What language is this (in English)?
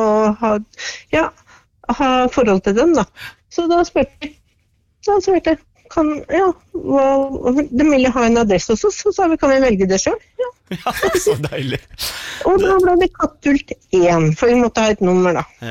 Norwegian